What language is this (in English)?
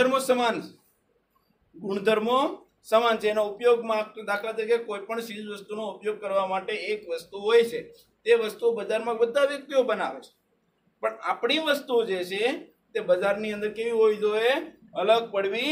Gujarati